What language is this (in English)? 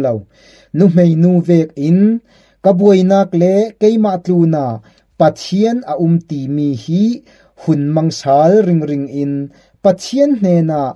Falam Chin